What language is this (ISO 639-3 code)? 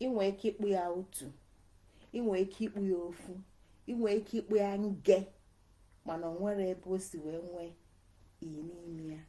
ibo